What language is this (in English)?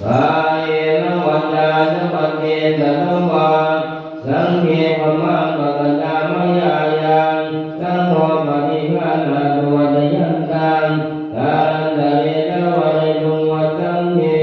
Pali